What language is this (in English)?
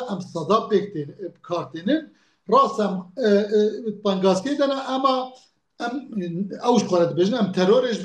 Kurdish